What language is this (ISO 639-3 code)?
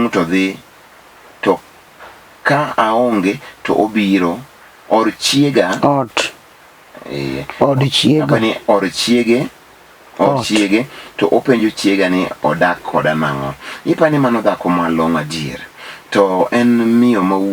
luo